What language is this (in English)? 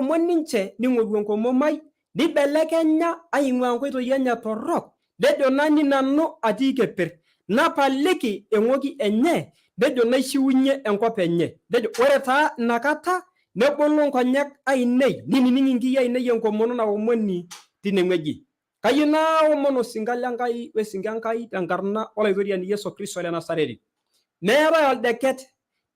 Masai